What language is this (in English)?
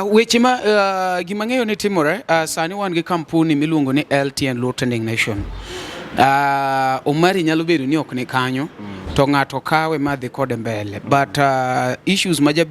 Luo (Kenya and Tanzania)